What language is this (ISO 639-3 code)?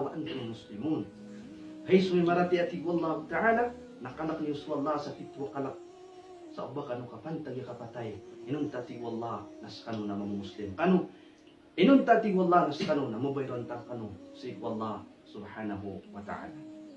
mrw